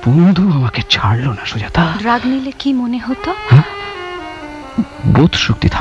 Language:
Bangla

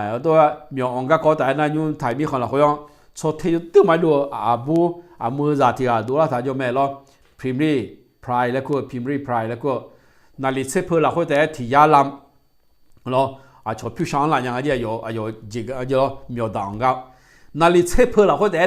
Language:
Akha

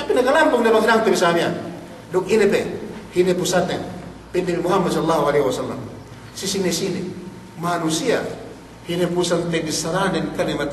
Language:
Yakan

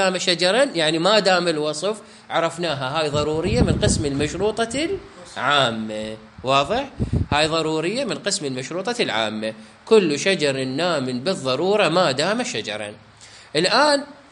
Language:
Mesopotamian Arabic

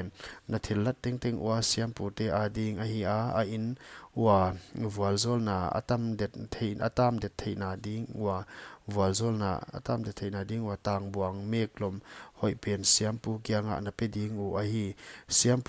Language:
Paite Chin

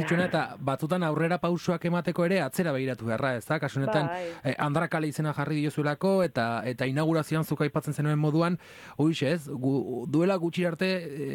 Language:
Basque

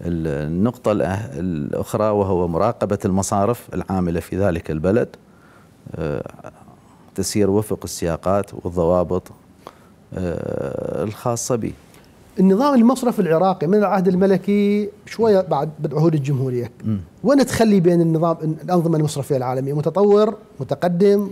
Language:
Mesopotamian Arabic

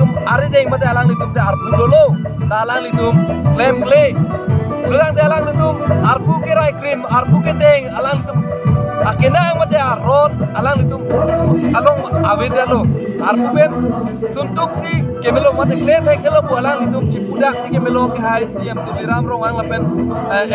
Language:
Karbi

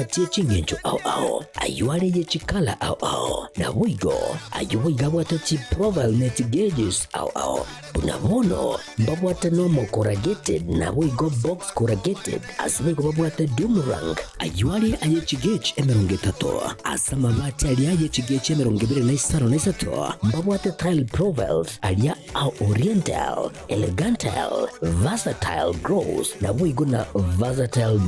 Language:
Gusii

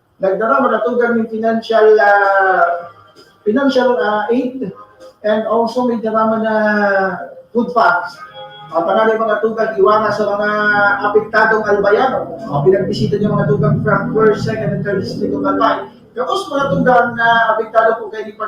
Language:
Bikol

